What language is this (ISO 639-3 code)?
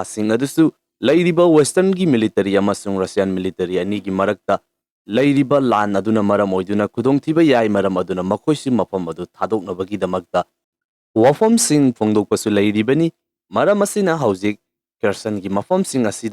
mni